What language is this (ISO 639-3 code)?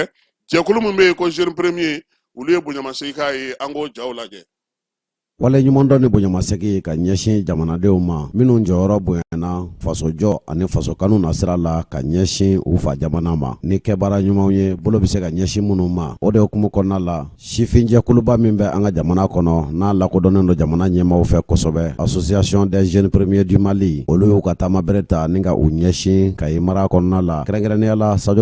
bam